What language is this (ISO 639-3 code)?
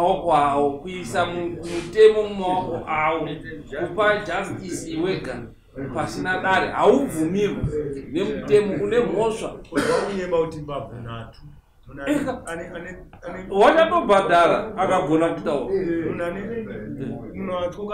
sna